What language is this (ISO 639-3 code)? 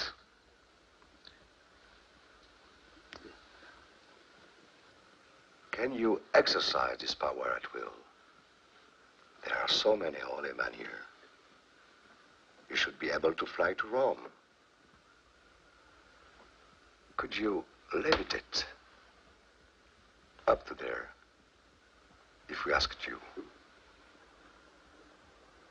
eng